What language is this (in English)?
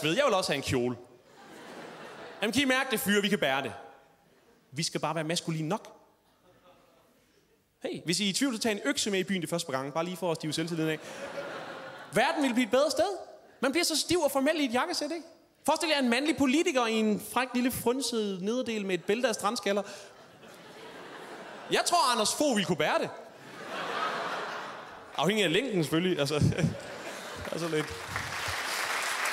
Danish